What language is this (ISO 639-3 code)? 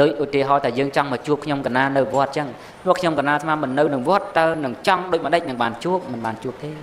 khm